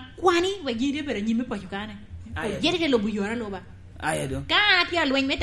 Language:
Lango (Uganda)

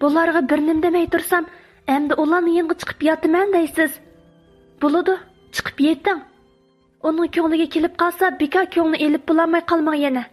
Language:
Uyghur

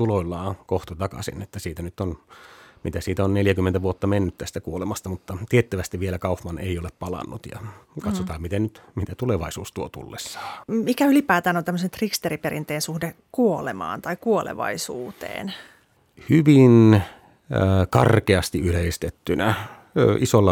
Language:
Finnish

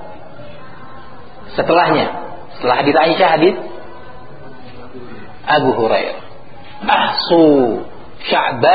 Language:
Indonesian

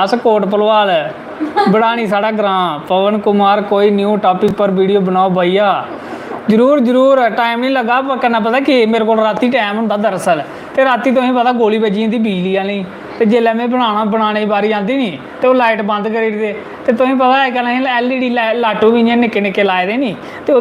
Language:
Dogri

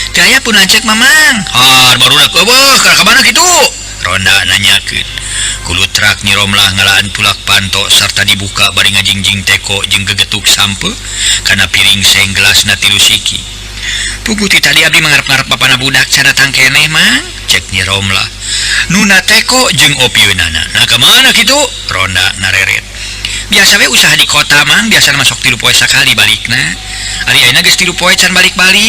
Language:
Sundanese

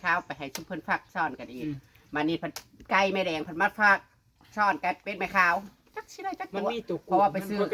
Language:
Northeastern Thai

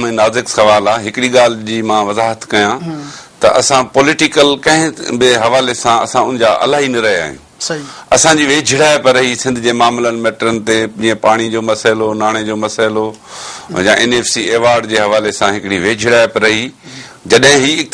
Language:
Sindhi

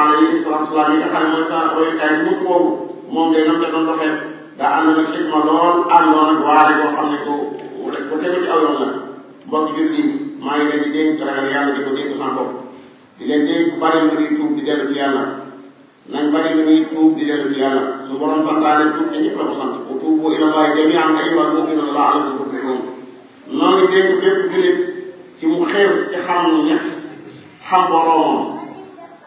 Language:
Wolof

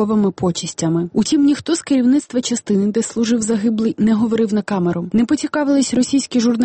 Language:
Ukrainian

